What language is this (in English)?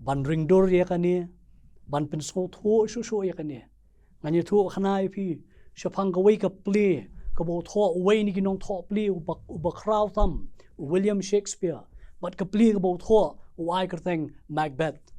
Khasi